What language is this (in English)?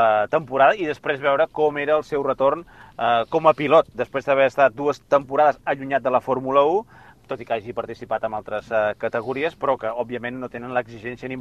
Catalan